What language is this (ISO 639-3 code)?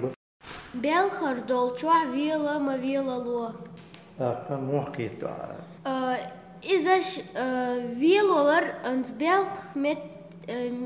che